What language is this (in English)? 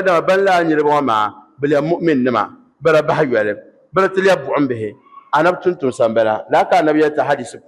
Dagbani